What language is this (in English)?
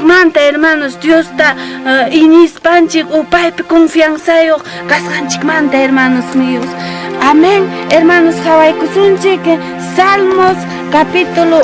Ayacucho Quechua